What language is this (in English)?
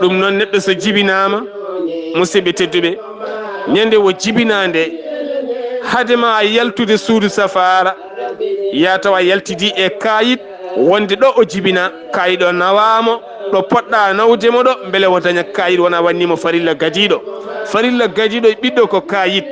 Fula